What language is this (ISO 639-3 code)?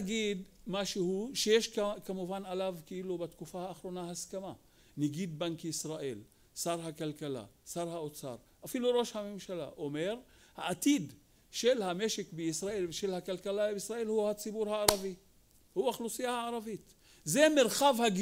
heb